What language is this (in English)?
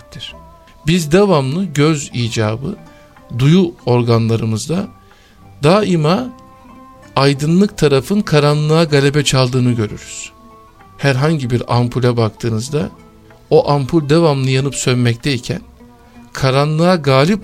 Turkish